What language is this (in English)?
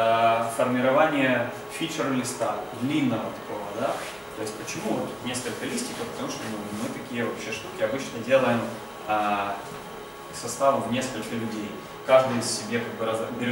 Russian